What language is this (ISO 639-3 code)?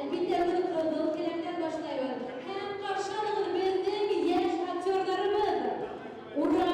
bak